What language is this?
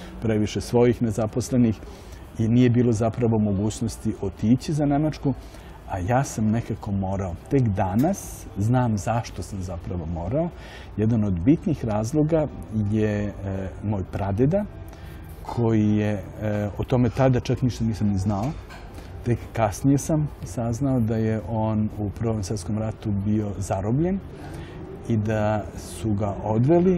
Serbian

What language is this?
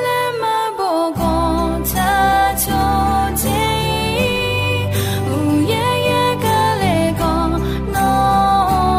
Akha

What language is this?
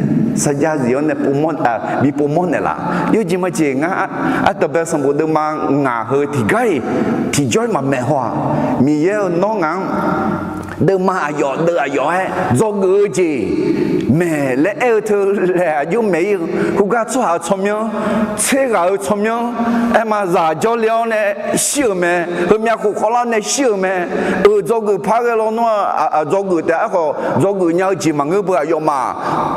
Akha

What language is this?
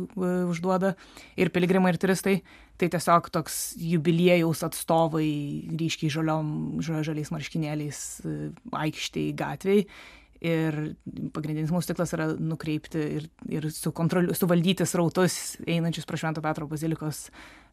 Lithuanian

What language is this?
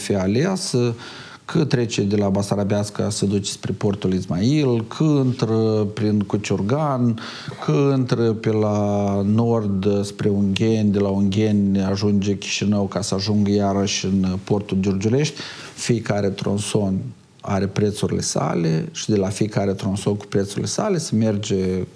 Romanian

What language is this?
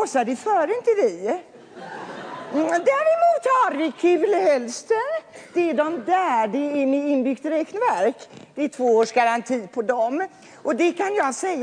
Swedish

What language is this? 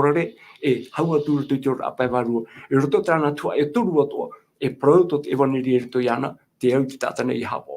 Tahitian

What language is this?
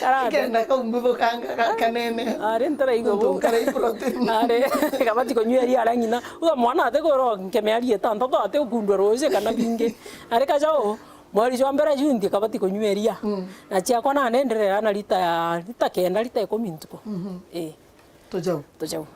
Meru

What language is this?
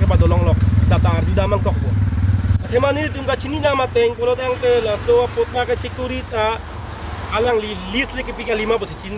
Karbi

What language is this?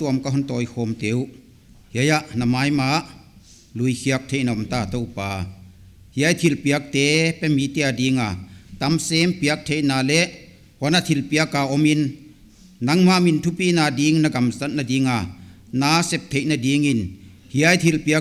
Paite Chin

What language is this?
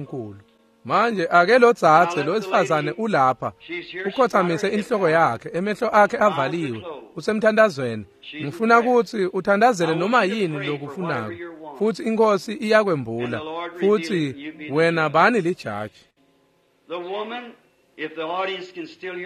Swati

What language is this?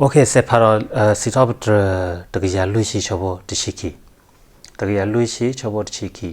S'gaw Karen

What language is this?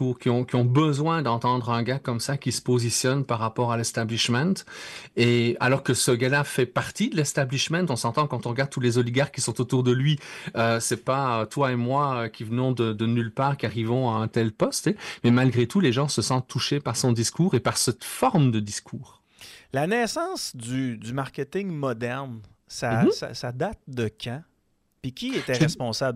French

